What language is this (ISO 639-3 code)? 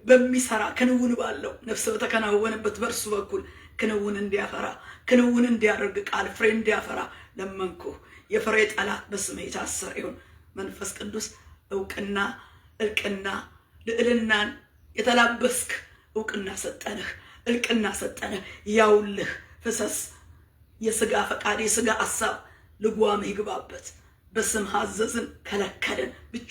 amh